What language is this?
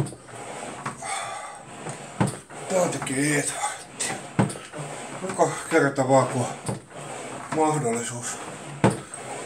Finnish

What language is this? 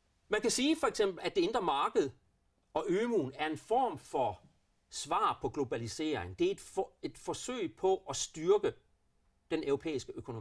Danish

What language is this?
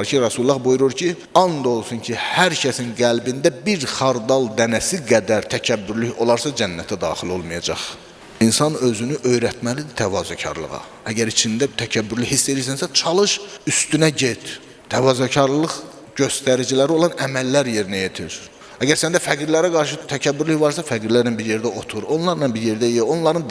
Azerbaijani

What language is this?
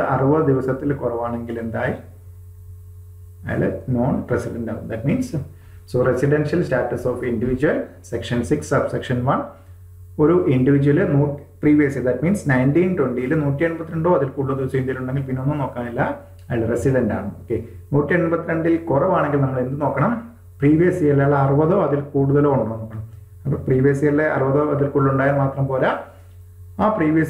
Malayalam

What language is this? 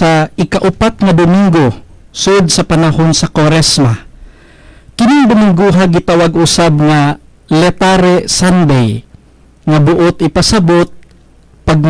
Cebuano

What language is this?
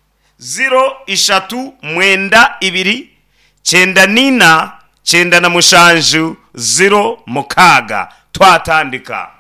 Nyankole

